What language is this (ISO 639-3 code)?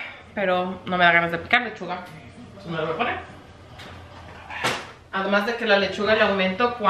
spa